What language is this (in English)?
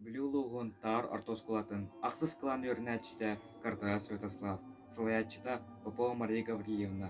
Yakut